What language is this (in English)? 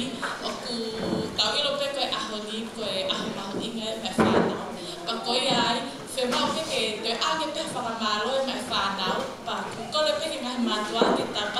Tongan